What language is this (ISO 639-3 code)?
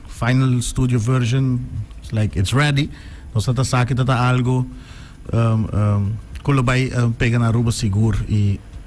pap